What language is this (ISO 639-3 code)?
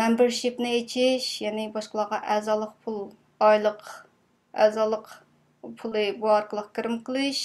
uig